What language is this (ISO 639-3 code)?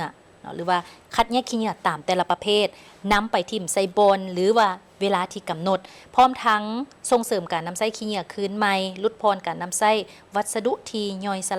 lao